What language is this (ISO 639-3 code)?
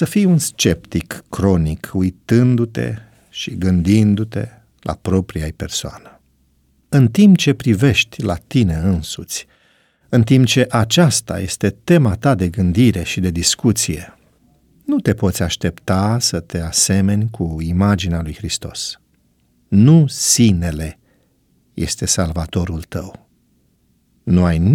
ron